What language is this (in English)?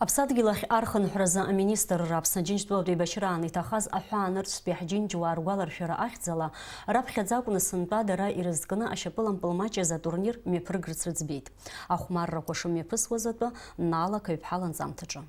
Abkhazian